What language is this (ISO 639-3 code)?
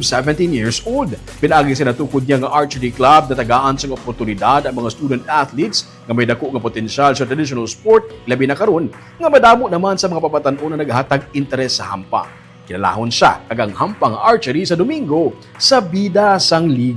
hil